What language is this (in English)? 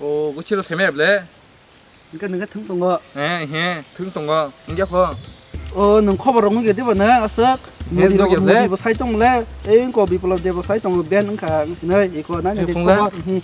Kok Borok